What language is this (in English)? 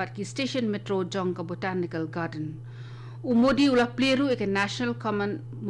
Khasi